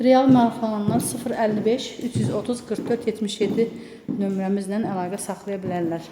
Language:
Azerbaijani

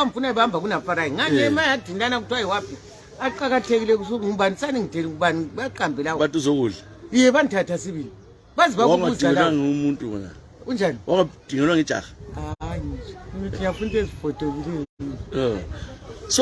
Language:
North Ndebele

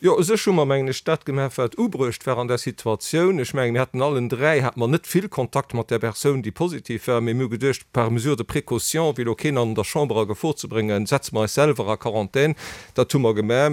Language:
Luxembourgish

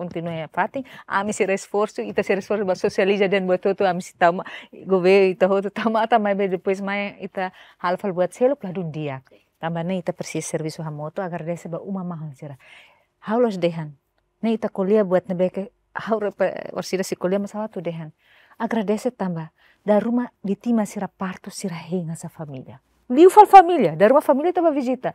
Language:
Tetum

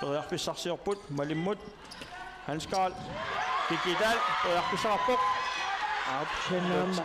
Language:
Kalaallisut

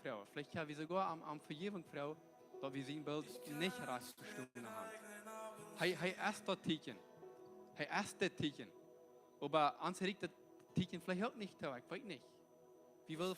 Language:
Plautdietsch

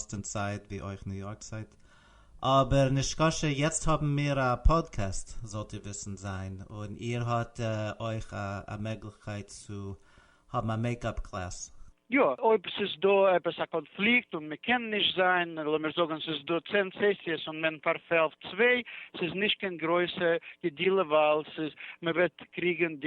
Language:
Yiddish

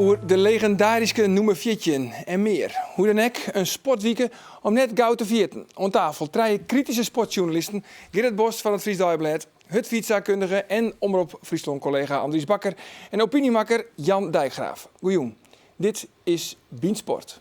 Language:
Western Frisian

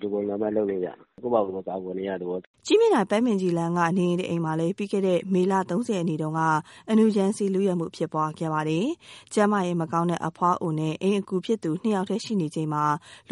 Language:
Burmese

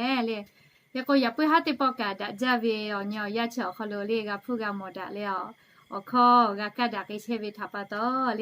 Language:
Lahu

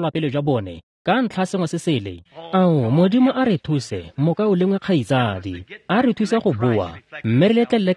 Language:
Tswana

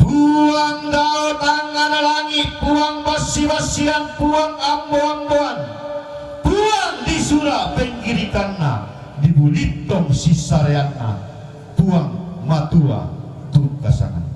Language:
Toraja-Sa'dan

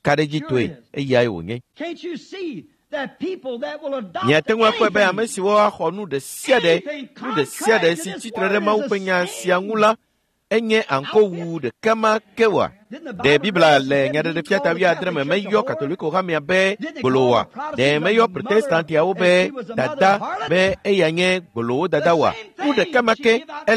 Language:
Ewe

